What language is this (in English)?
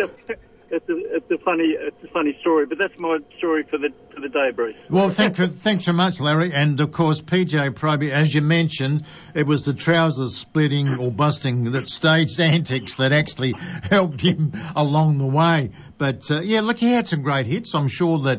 English